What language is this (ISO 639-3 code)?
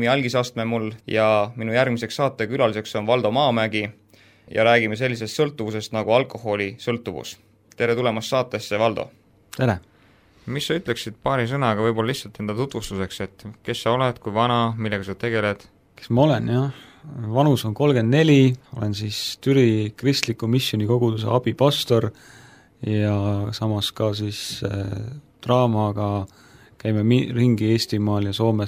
est